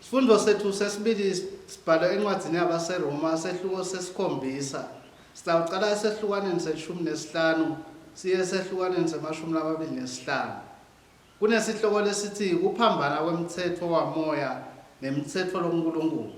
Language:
Swati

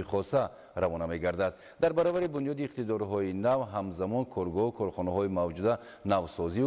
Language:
Tajik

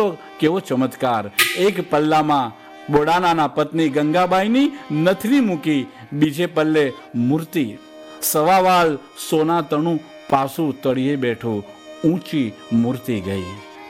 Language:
Gujarati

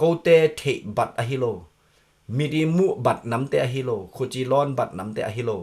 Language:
Tedim Chin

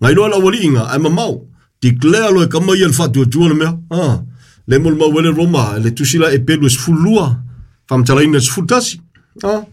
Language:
Samoan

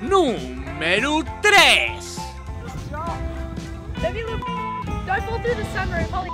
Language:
Asturian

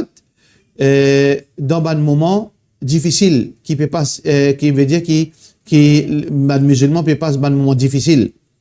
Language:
Morisyen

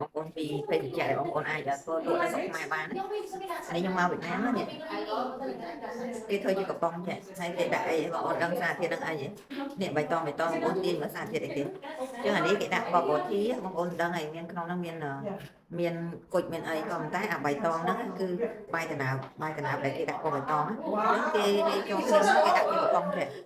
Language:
Khmer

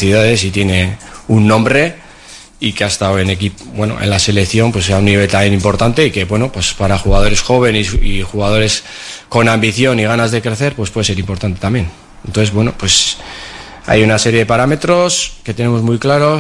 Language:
Spanish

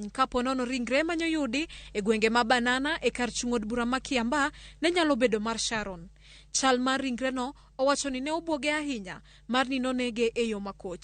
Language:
Luo (Kenya and Tanzania)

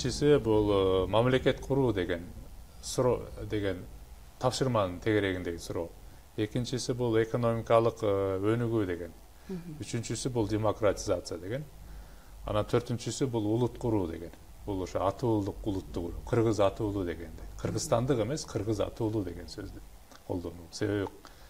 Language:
Kyrgyz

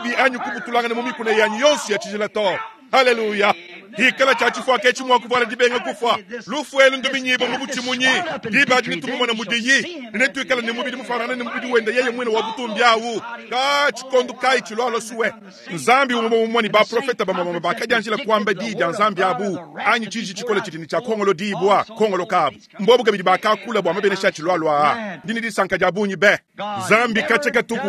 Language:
Luba-Lulua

